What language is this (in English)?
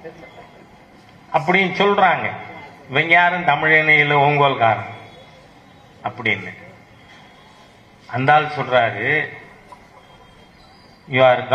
Tamil